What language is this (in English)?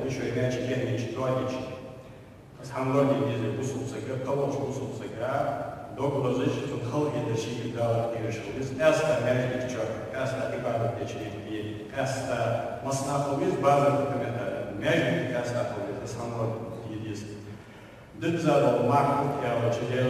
Ingush